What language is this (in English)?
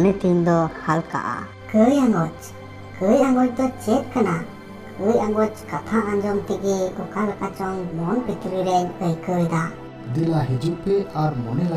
Santali